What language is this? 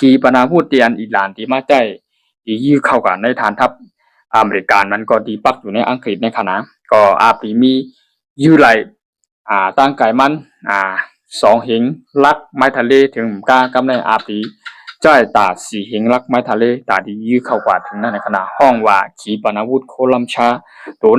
Shan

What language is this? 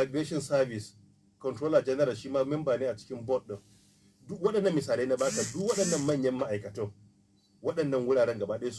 Hausa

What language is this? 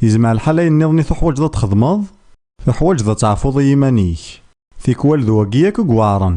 Kabyle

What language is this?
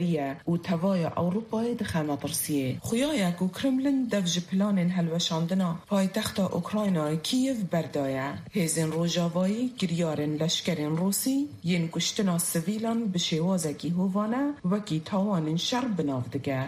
Kurdish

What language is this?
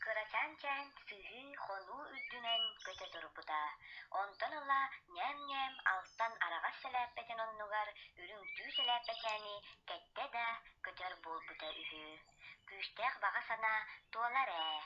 Yakut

